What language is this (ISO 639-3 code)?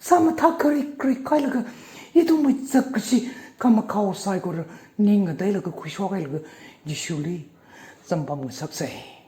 nmf